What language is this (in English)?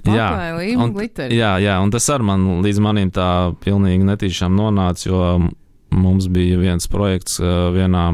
Latvian